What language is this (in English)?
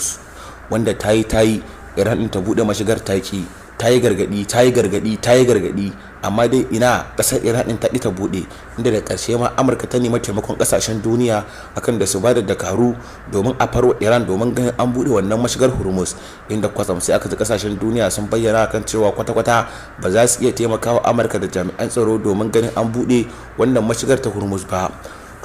Hausa